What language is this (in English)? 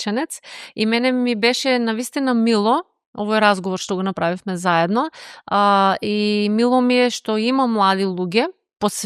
Macedonian